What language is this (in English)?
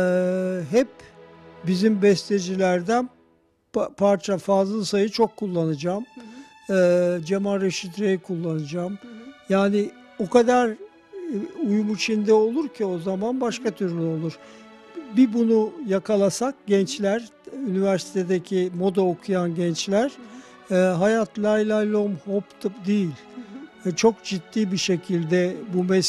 Turkish